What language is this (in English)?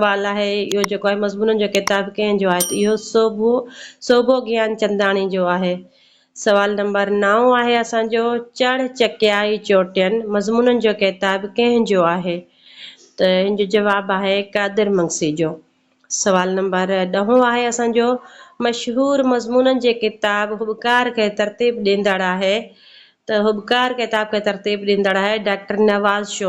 Sindhi